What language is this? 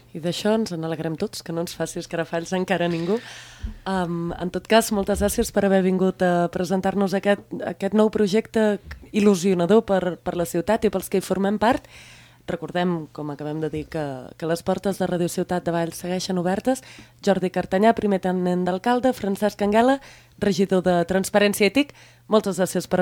Catalan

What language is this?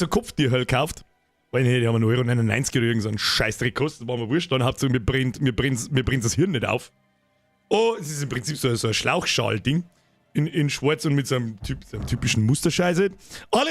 Bavarian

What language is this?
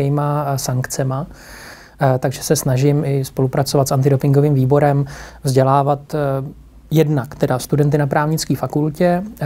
Czech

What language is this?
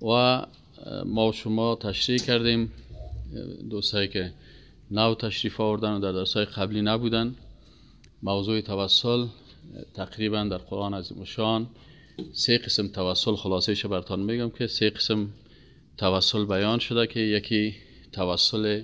Persian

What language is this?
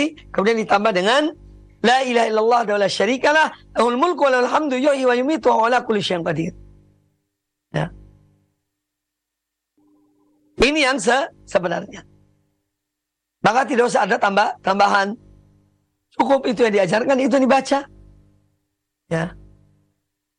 Indonesian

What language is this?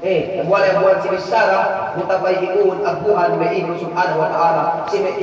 Yakan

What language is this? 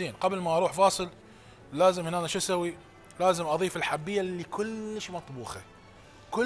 Mesopotamian Arabic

